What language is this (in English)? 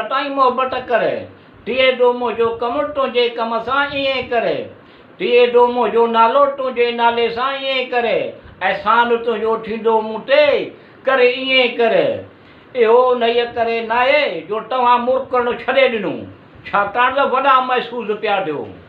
Sindhi